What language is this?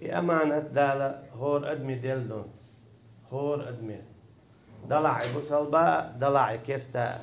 Chechen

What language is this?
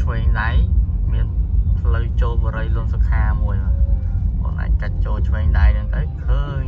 Khmer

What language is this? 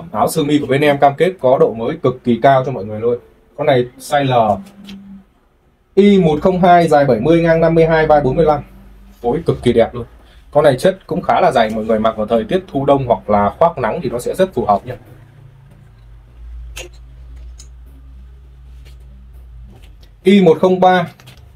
Vietnamese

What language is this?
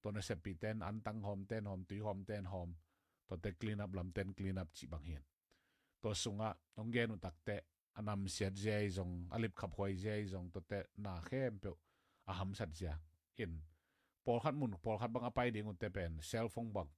Tedim Chin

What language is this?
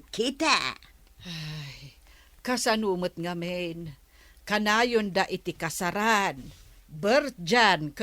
Iloko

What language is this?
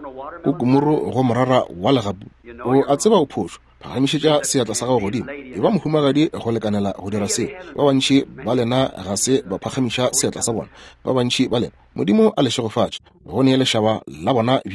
Northern Sotho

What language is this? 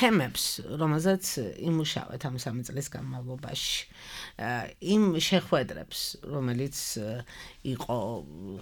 Georgian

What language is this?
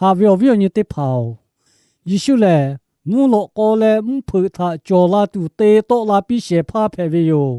Lahu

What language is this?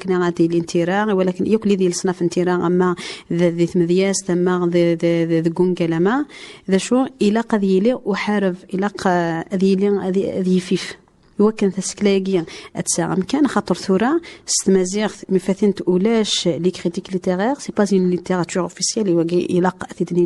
Kabyle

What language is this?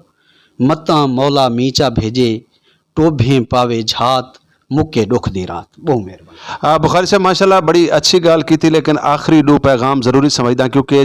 Saraiki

